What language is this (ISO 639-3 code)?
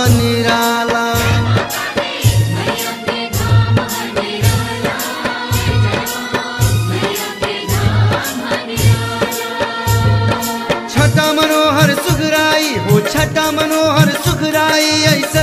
bho